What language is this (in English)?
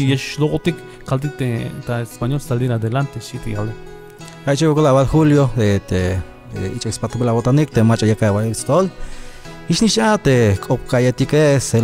Tzeltal